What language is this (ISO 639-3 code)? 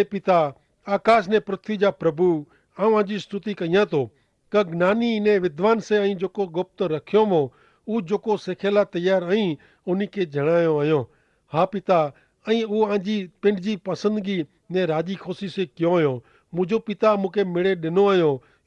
kfr